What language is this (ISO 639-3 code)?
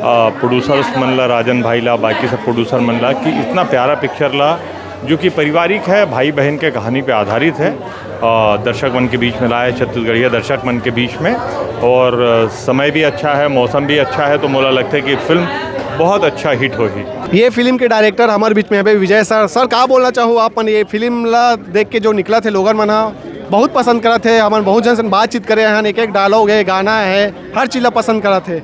hne